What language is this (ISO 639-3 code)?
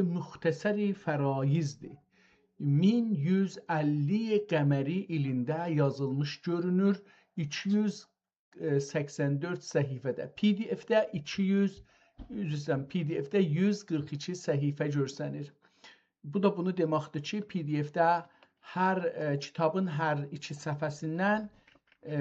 azb